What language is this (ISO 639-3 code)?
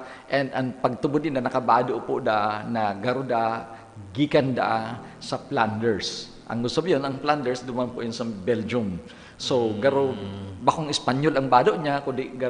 bik